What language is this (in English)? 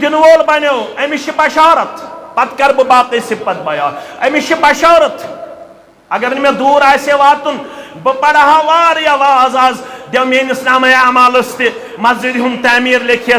Kashmiri